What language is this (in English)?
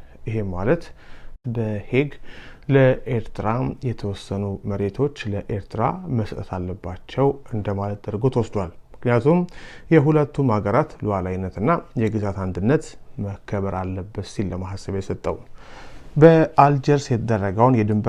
Amharic